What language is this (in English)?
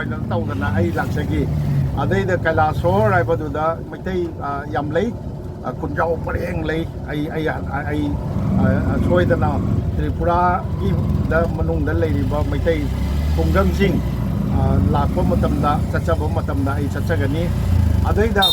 Manipuri